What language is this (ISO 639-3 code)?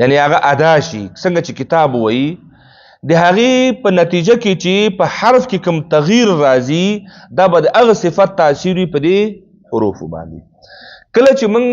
pus